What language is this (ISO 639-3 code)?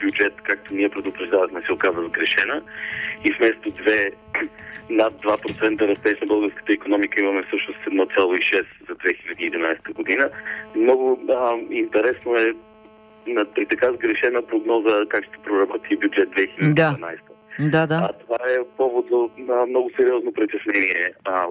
bul